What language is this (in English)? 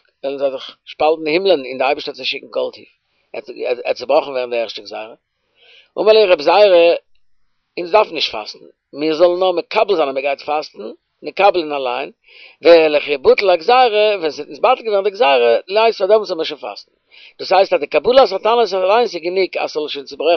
Yiddish